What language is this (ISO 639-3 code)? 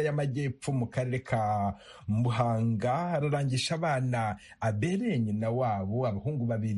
kin